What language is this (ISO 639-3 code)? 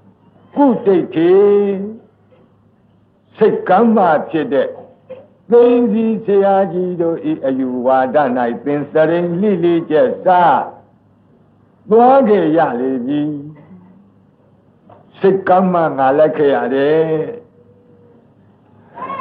mya